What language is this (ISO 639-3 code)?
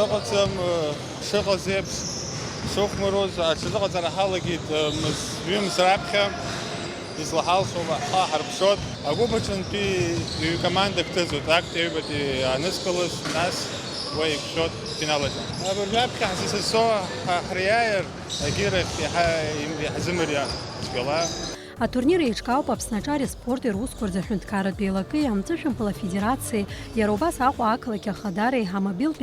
abk